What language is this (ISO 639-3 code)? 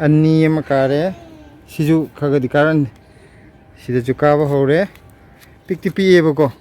mni